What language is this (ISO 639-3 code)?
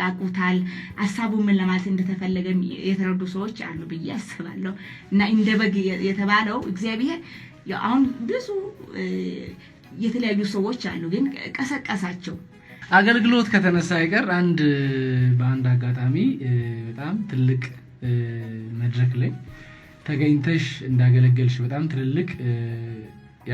amh